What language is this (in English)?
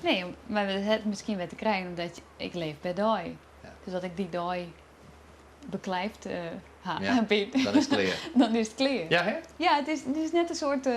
Western Frisian